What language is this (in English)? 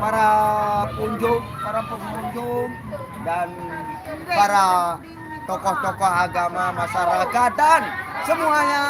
Sasak